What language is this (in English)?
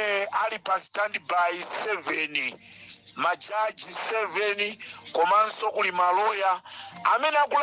Nyanja